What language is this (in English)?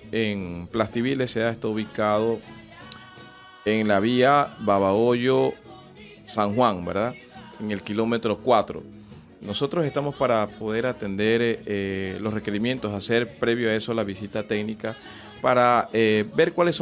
Spanish